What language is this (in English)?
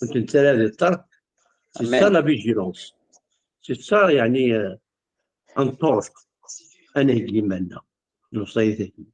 Kabyle